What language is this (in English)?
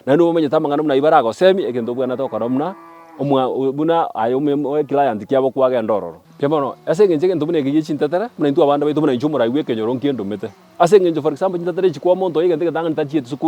Gusii